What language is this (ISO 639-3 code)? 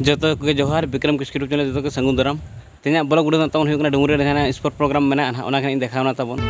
sat